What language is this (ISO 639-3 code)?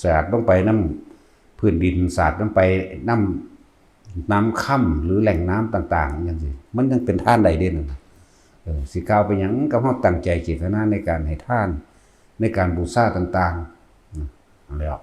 tts